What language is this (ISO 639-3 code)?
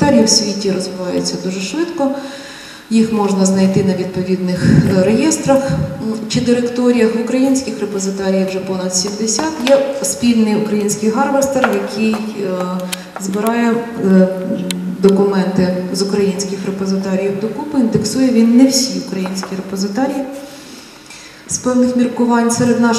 ukr